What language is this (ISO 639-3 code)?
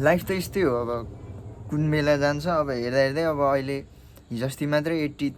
nep